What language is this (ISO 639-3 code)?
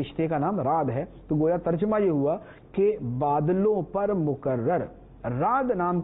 urd